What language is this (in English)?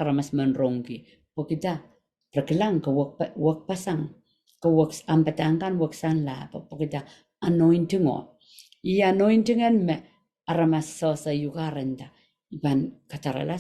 Pohnpeian